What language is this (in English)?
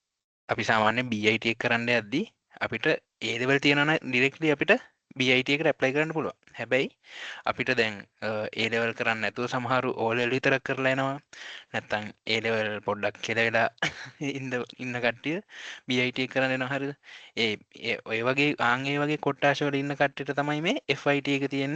Sinhala